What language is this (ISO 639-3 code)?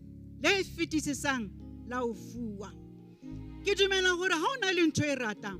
sot